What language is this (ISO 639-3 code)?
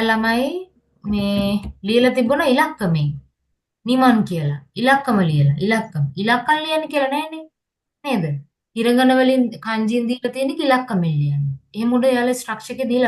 sin